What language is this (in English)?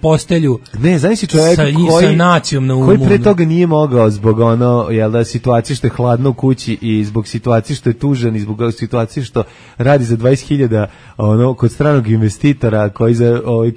Serbian